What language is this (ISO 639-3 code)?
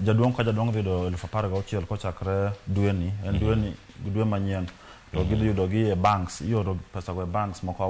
luo